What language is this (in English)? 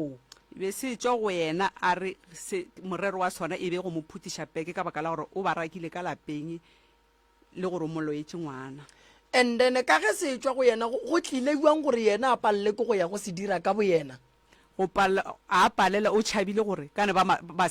Northern Sotho